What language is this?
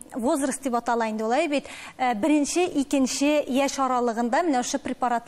Tatar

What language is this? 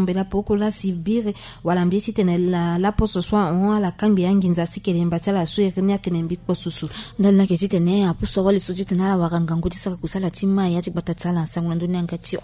Sango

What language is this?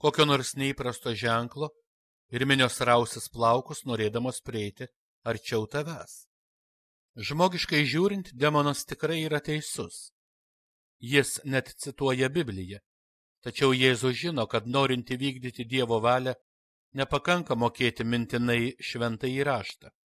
Lithuanian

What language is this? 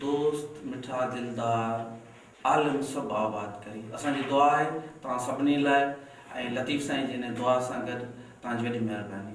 Sindhi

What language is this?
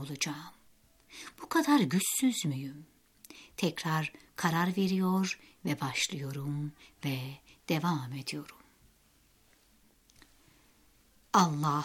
Turkish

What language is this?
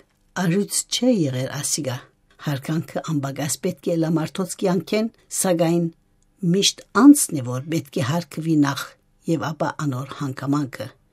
Armenian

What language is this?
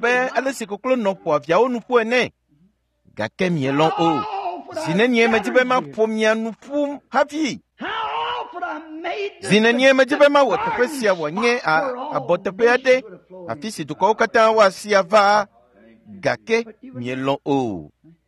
Ewe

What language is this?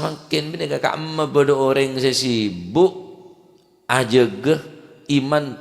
Madurese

